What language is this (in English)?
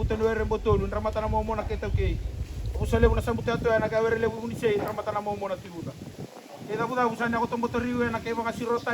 Fijian